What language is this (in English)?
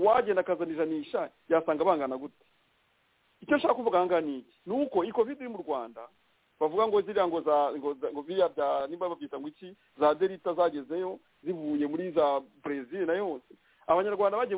Kinyarwanda